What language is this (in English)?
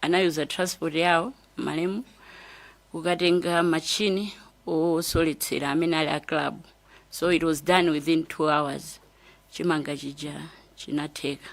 Nyanja